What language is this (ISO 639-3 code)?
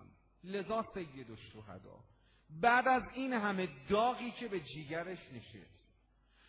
fas